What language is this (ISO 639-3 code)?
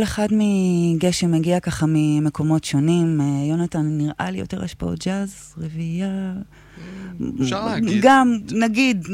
heb